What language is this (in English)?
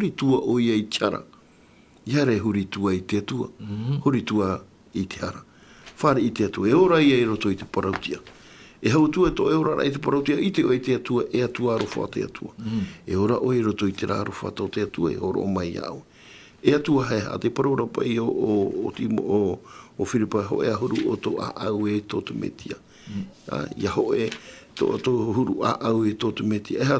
Tahitian